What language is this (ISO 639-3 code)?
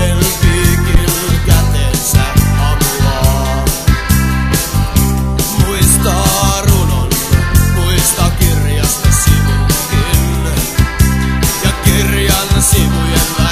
fin